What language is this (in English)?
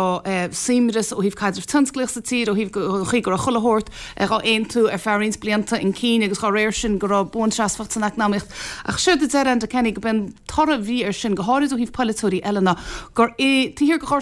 Irish